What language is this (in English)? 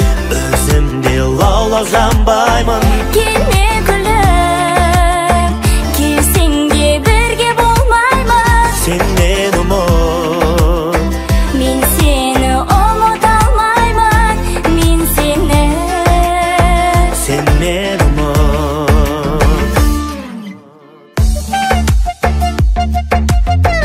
Kazakh